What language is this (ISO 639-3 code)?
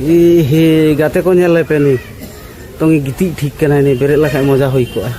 sat